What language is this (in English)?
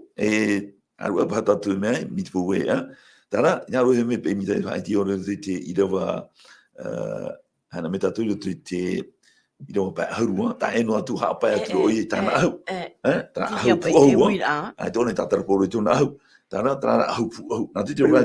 Tahitian